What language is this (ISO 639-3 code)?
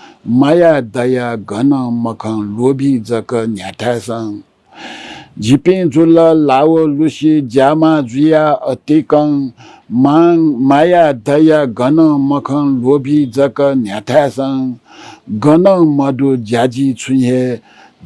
new